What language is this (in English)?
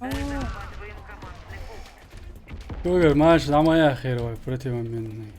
Chechen